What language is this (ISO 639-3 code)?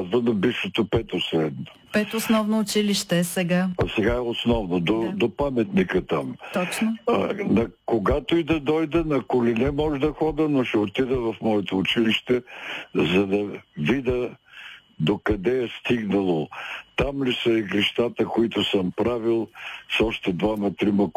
bul